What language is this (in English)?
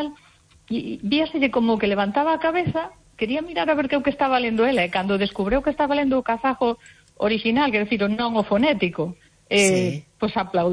Galician